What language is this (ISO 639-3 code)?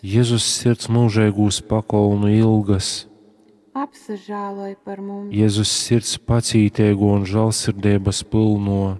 ltg